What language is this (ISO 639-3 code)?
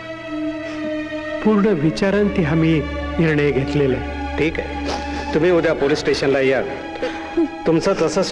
mar